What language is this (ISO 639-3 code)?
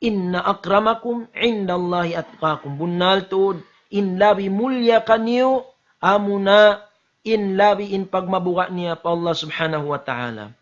tsg